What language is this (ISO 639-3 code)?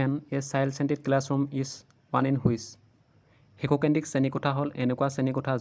asm